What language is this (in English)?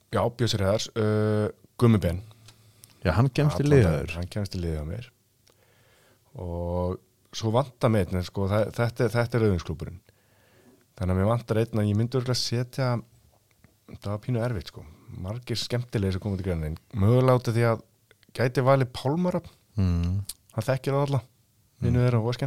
Icelandic